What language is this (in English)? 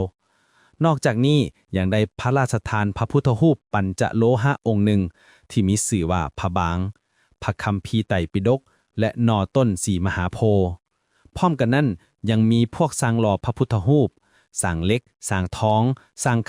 Lao